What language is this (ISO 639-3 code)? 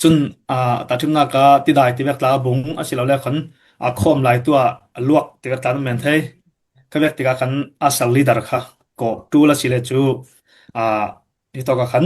cfm